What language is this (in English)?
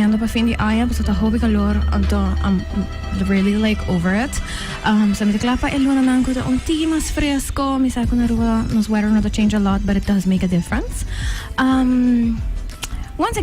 Papiamento